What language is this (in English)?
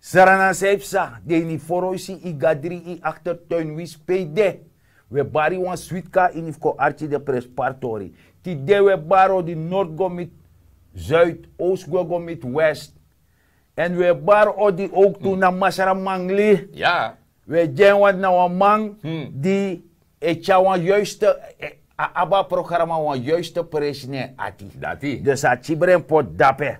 Sranan Tongo